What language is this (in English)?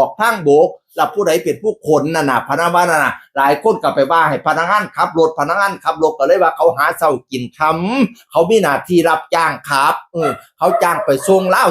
Northeastern Thai